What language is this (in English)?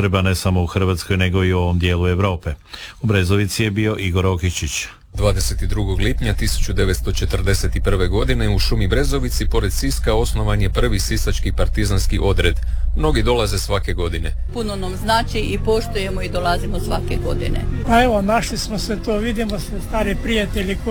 Croatian